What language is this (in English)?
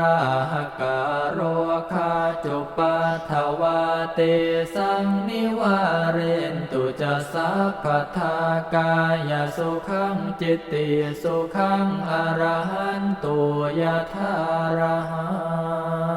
Pali